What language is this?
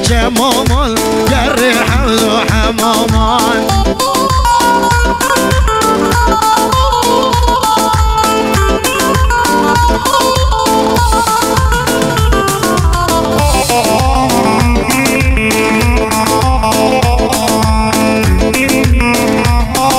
Persian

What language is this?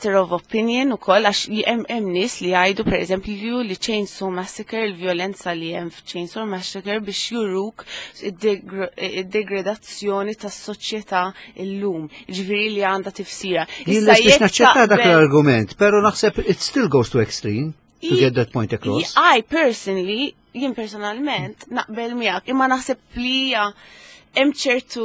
Maltese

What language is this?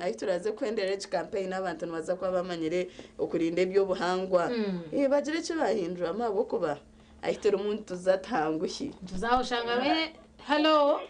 Nyankole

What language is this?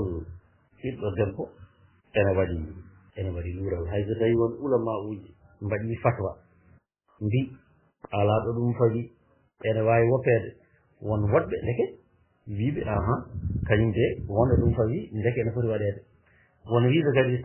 Fula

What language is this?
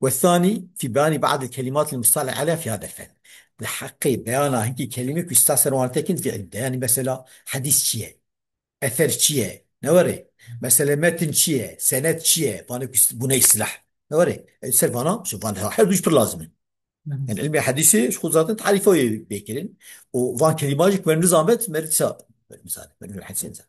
Kurdish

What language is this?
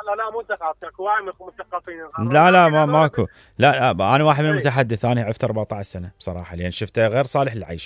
Mesopotamian Arabic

